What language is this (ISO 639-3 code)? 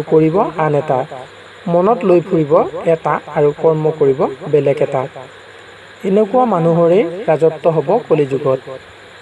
asm